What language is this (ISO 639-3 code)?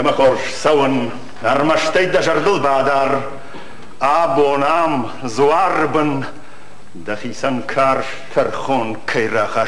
oss